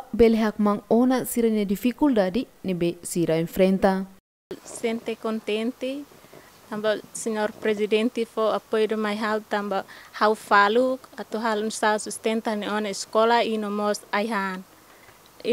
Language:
Tetum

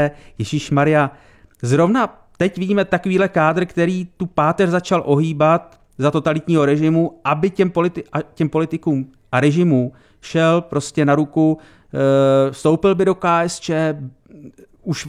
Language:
Czech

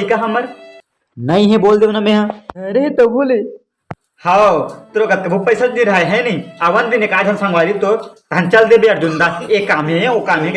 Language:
Chhattisgarhi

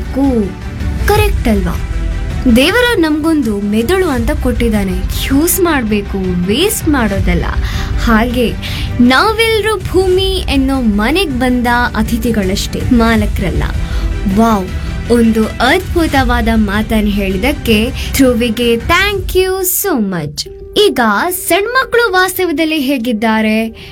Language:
Kannada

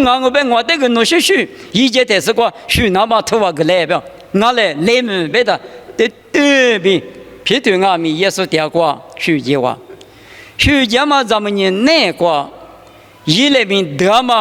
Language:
Lisu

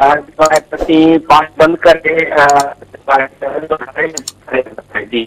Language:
Sindhi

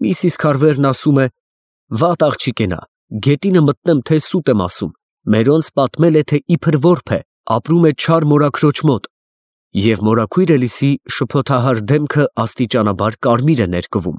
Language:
Armenian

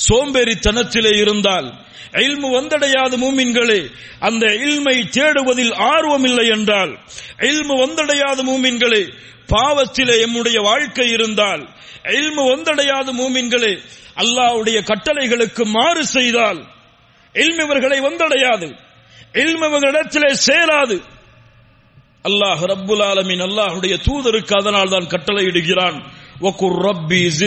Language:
Tamil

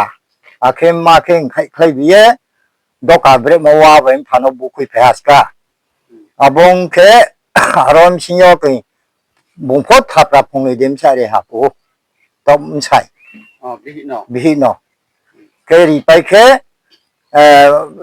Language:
Riang (India)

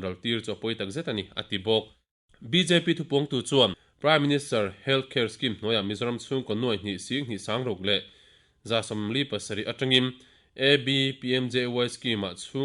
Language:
Mizo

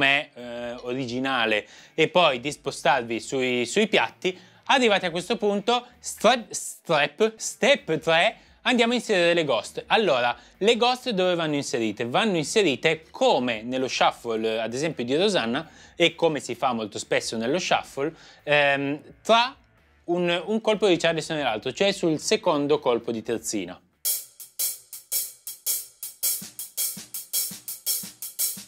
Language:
Italian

